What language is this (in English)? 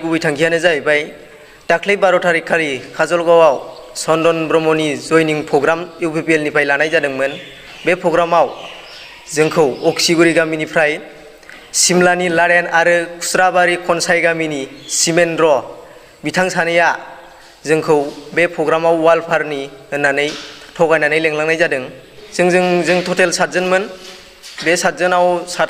Bodo